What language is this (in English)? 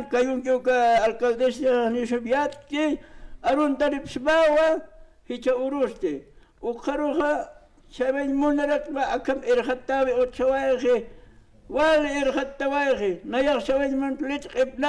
Aymara